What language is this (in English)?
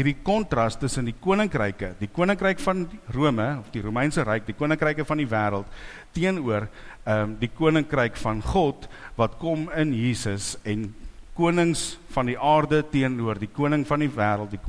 Afrikaans